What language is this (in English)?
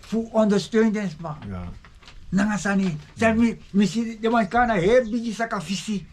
Sranan Tongo